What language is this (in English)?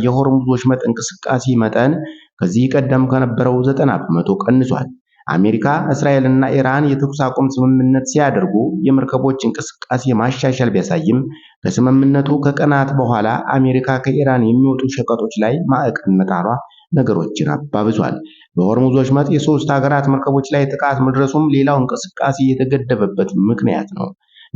Amharic